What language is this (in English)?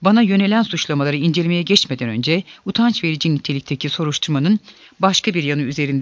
Turkish